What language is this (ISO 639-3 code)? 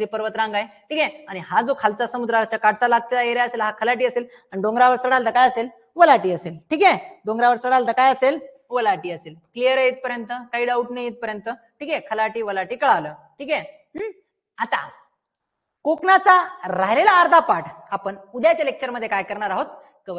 mar